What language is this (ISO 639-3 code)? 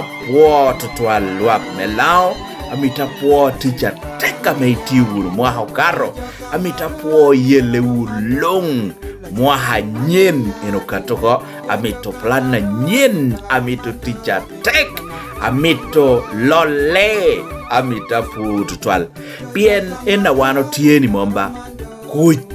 laj